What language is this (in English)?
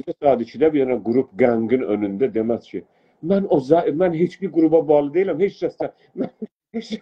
South Azerbaijani